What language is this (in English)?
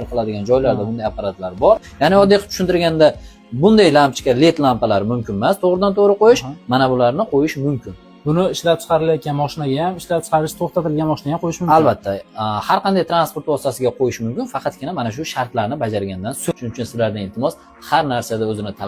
Uzbek